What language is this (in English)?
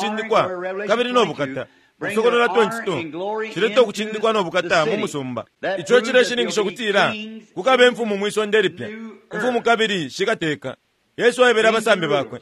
Bemba